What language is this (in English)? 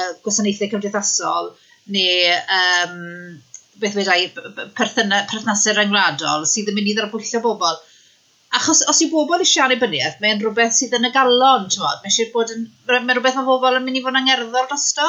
Welsh